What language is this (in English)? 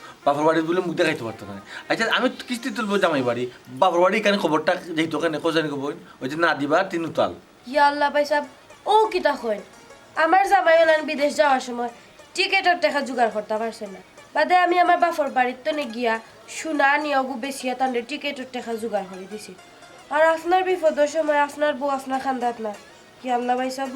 Sylheti